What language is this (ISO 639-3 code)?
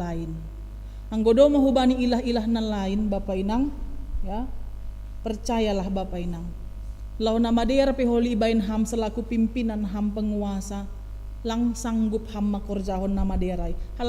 bts